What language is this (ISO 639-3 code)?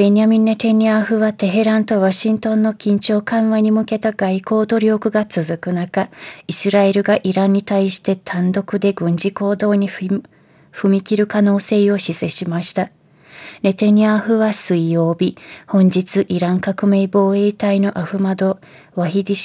jpn